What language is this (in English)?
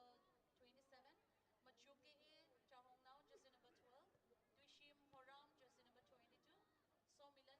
Tangkhul Naga (India)